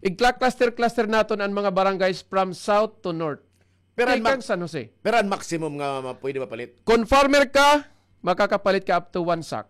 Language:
Waray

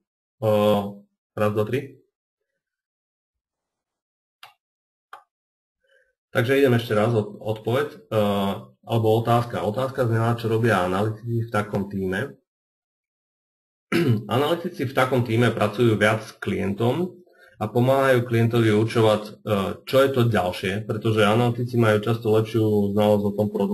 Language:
Slovak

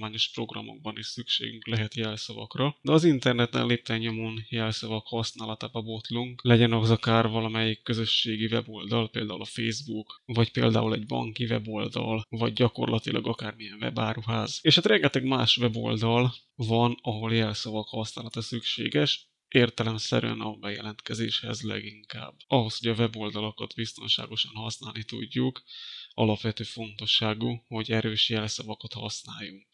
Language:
Hungarian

